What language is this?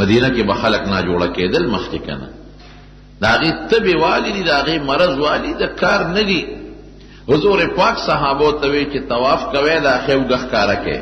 Pashto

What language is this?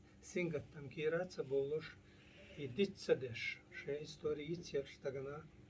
Chechen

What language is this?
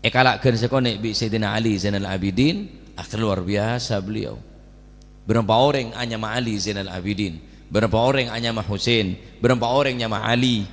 Madurese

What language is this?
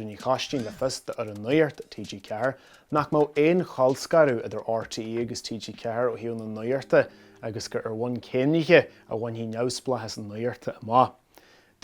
Irish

